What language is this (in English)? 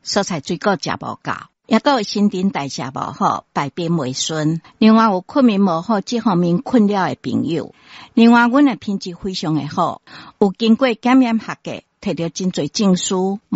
Min Nan Chinese